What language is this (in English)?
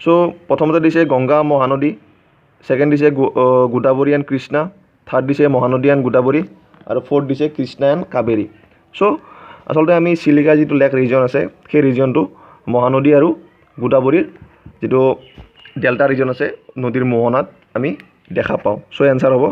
Assamese